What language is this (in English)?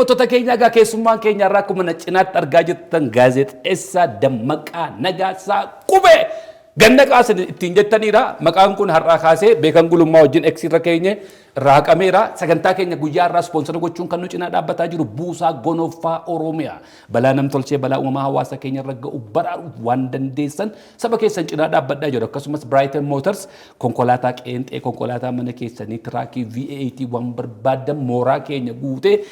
Oromo